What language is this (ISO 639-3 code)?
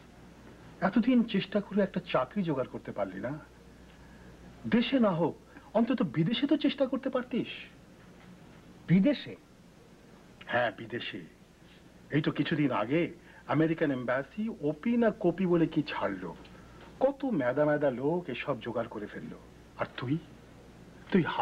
ben